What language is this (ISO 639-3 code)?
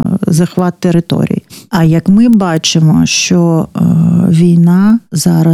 ukr